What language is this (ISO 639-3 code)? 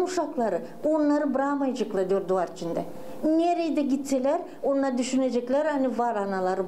gag